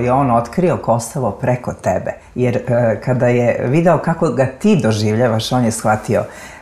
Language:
Serbian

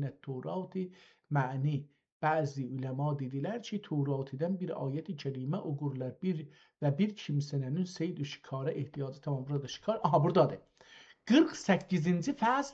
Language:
South Azerbaijani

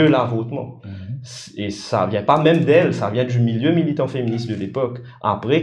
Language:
Morisyen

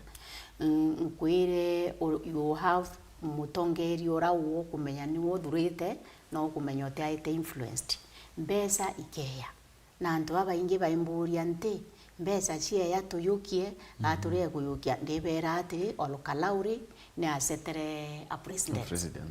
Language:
Meru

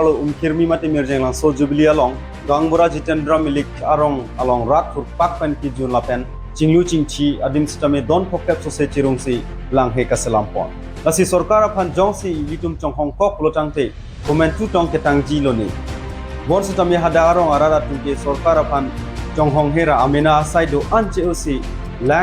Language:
Karbi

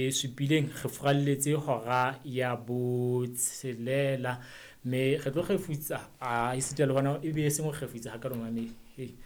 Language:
Southern Sotho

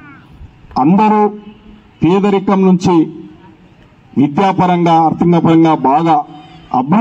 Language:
Telugu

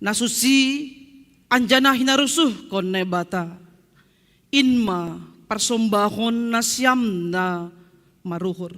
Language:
Batak Simalungun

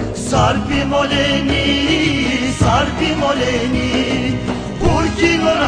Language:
Laz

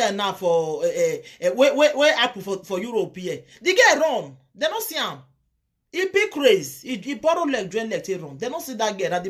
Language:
Nigerian Pidgin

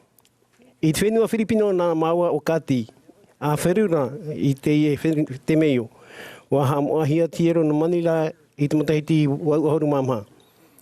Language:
Tahitian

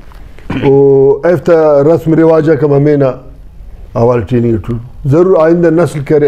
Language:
Brahui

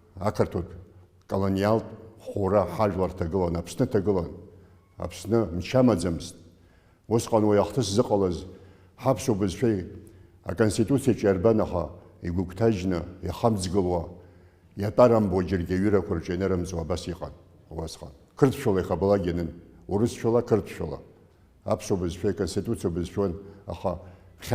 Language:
Abkhazian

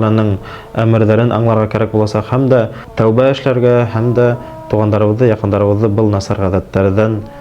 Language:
Bashkir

